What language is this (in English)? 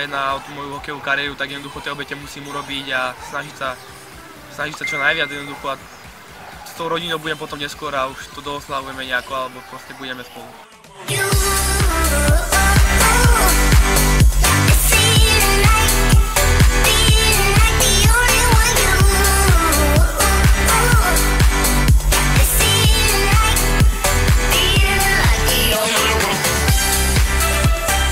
Slovak